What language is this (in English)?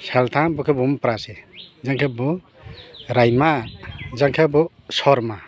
Riang (India)